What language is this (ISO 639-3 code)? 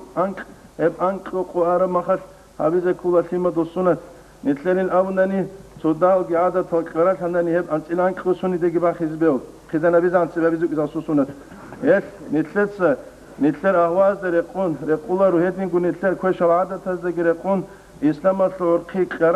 ava